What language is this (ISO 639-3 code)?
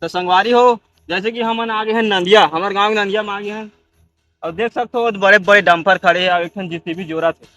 hne